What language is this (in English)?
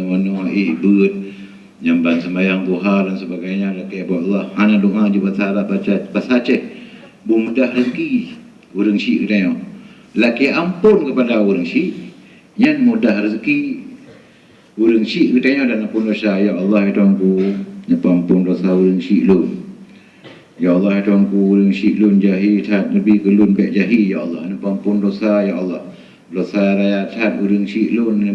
Achinese